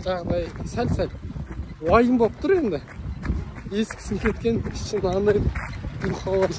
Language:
Kazakh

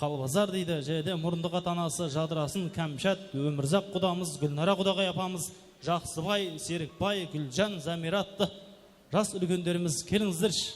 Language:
Kara-Kalpak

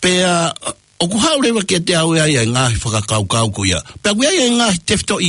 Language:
Tongan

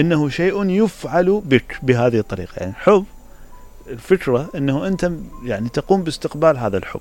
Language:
Mesopotamian Arabic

